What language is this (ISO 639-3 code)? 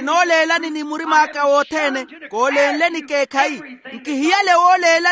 vmw